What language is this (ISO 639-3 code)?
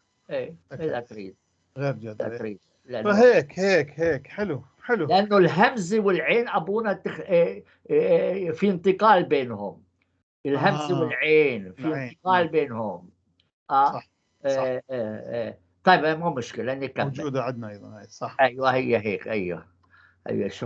apc